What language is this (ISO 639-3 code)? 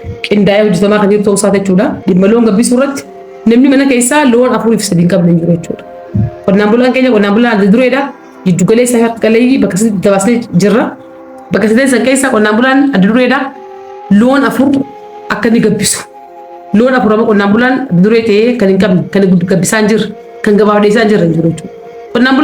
orm